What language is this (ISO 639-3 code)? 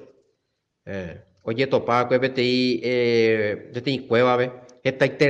grn